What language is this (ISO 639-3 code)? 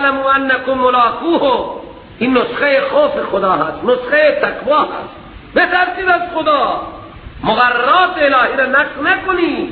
fas